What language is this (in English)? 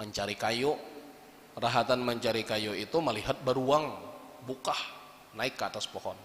Banjar